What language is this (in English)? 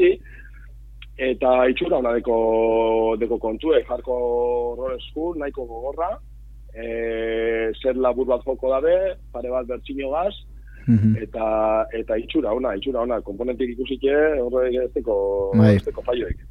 Basque